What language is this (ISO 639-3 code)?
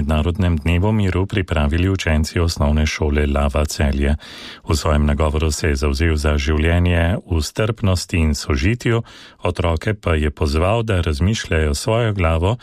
slv